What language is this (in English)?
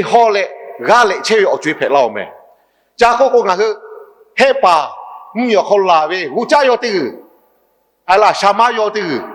Lahu